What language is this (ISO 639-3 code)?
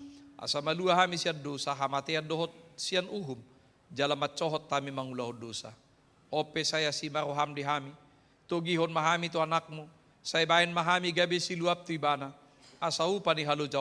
bbc